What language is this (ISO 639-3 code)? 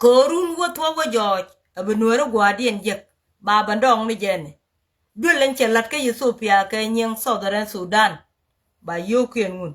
nus